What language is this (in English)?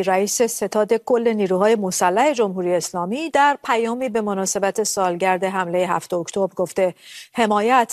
Persian